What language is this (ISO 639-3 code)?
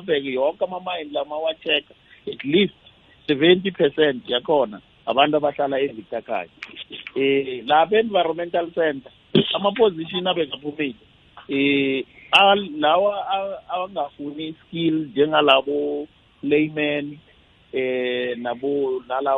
nbl